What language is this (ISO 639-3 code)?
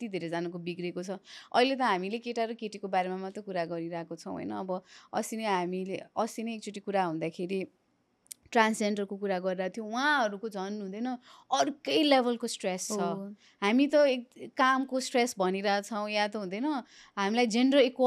nep